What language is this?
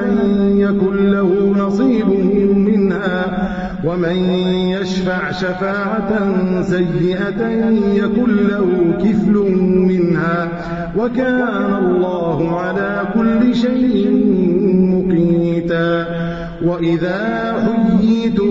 Arabic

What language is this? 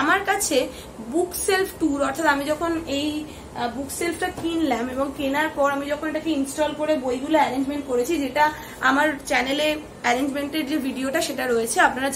Bangla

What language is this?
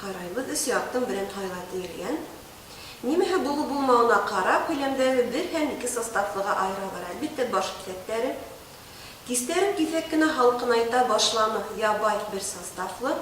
Bashkir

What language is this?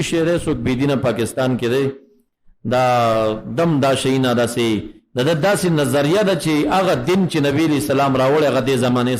Pashto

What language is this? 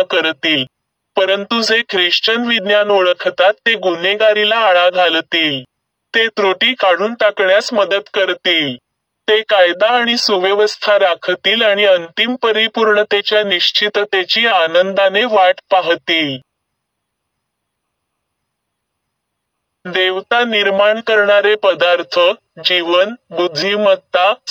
Marathi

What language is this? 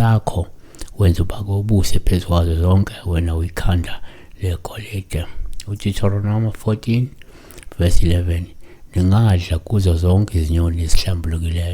Zulu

